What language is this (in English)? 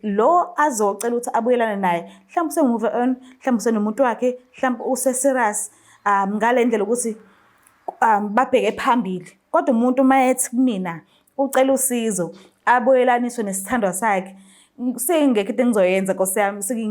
Zulu